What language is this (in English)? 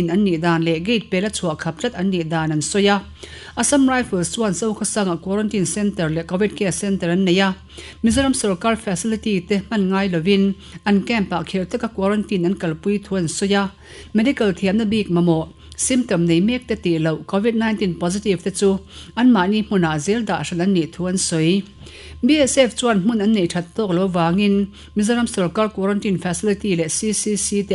Mizo